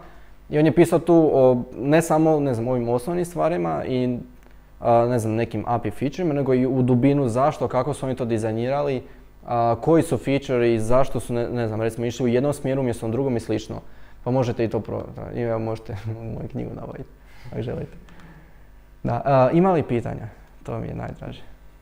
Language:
Croatian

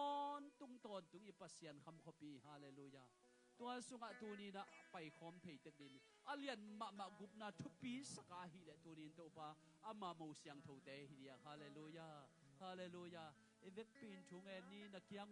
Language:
Tedim Chin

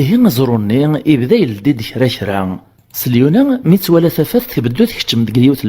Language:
Kabyle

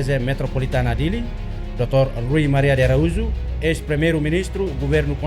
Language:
Tetum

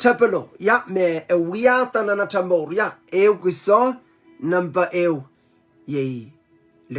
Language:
Pohnpeian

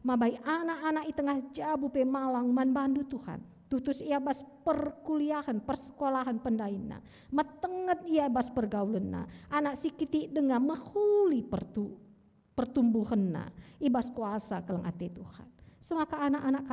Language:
Batak Karo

